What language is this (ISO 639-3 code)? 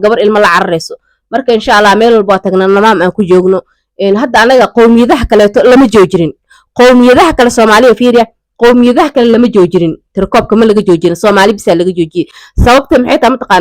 som